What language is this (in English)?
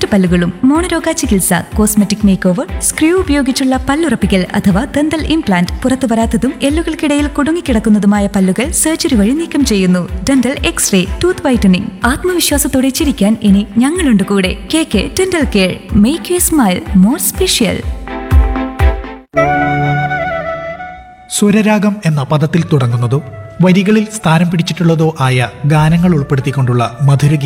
Malayalam